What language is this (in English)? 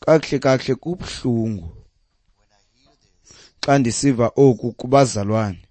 Xhosa